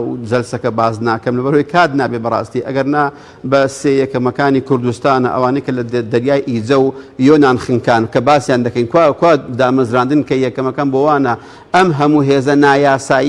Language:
Central Kurdish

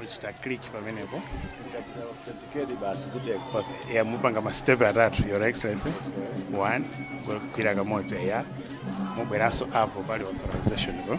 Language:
Nyanja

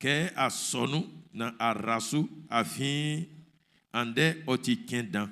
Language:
Baoulé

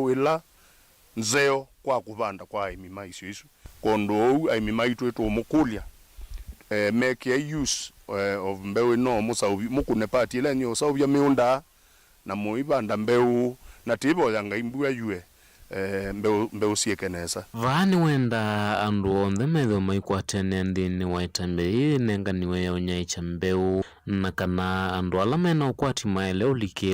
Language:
Kamba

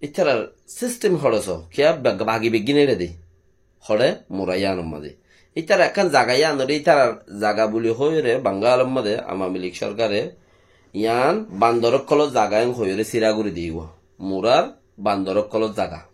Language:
Rohingya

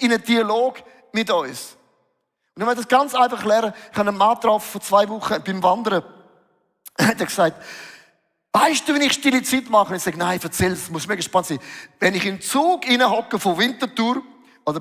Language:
Swiss German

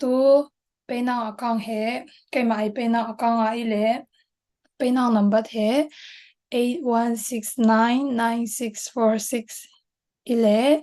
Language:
Falam Chin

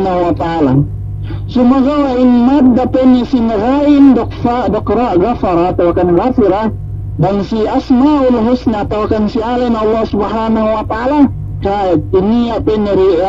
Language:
Yakan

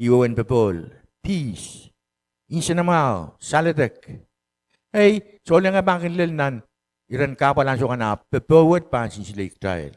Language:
Pohnpeian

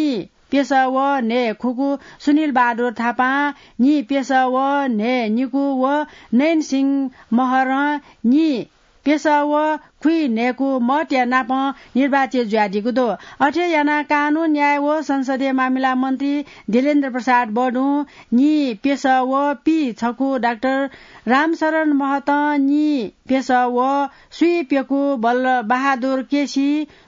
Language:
Newari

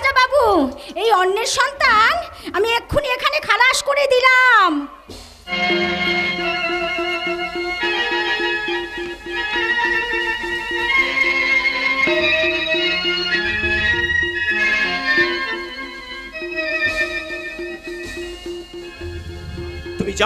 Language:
Bangla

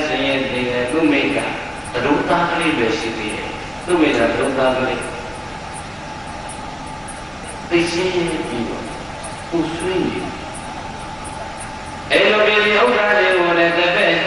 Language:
Burmese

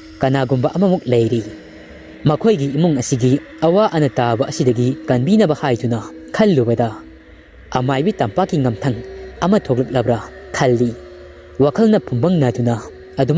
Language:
Manipuri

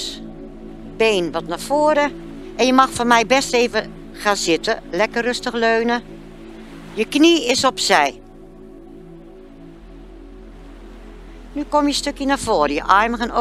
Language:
Dutch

